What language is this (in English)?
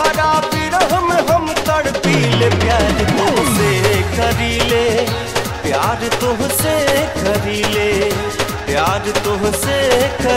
Bhojpuri